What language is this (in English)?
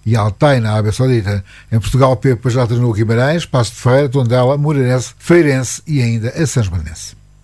Portuguese